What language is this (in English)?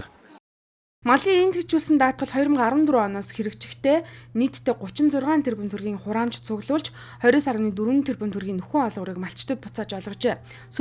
Mongolian